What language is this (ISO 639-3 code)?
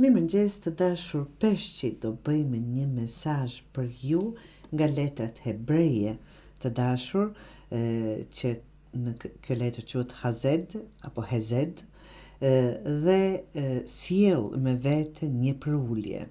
sqi